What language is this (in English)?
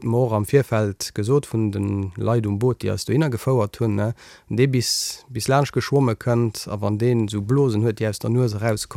Luxembourgish